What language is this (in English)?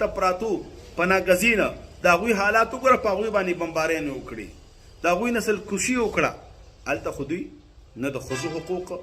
Pashto